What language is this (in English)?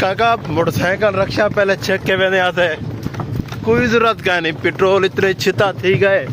Saraiki